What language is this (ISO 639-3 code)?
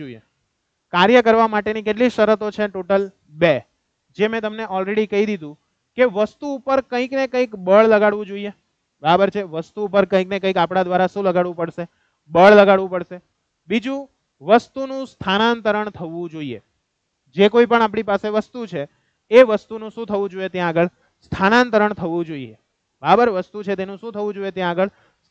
guj